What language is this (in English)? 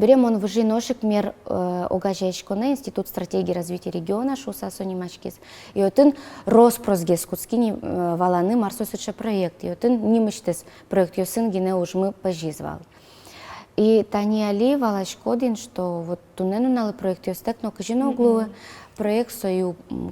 Udmurt